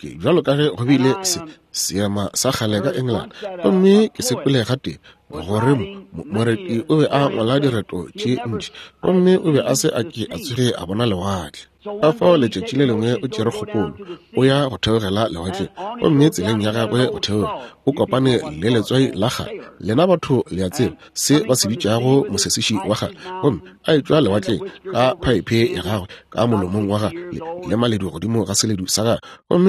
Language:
Northern Sotho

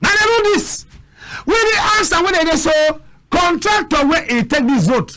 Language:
Cameroon Pidgin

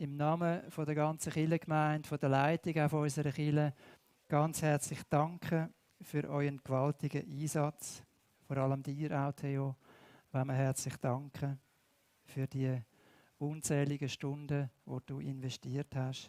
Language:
Swiss German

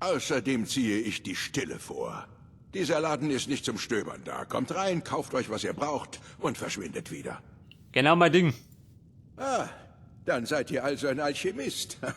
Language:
Bavarian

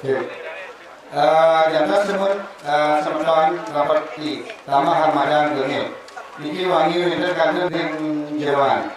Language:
Balinese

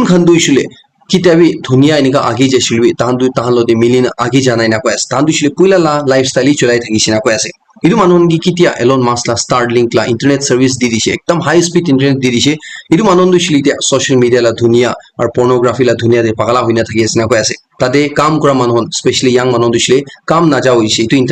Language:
Naga Pidgin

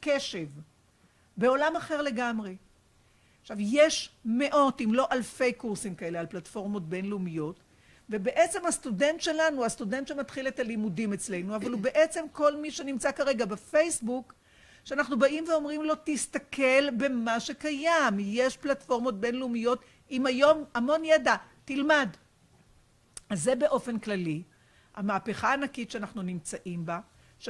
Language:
Hebrew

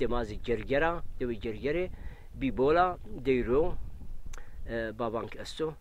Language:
Zaza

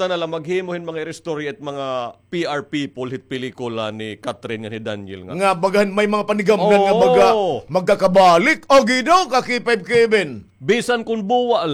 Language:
Waray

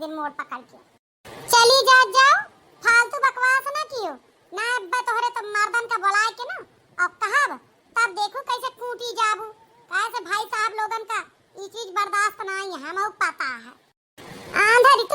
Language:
Awadhi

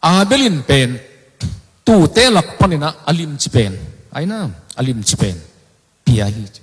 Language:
Tedim Chin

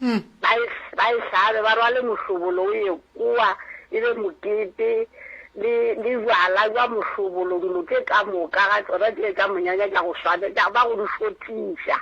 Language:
Northern Sotho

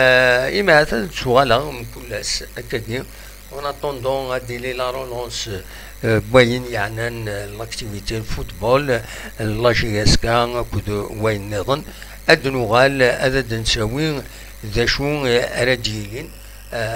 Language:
Kabyle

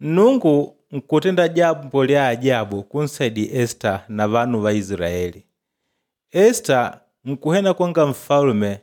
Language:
Makonde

